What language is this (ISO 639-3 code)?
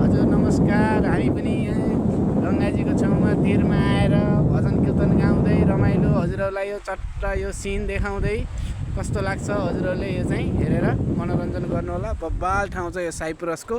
nep